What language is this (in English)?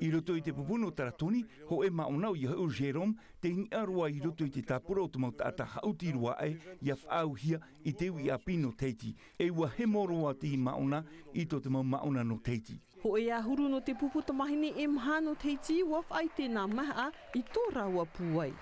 Tahitian